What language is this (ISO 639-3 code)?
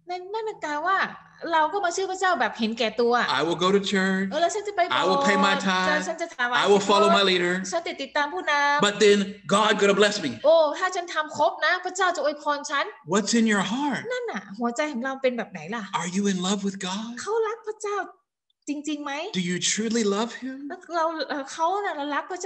tha